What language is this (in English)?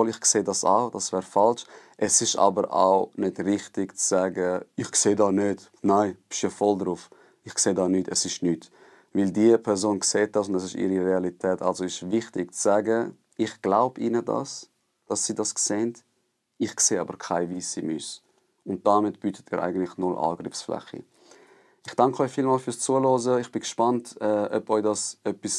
Swiss German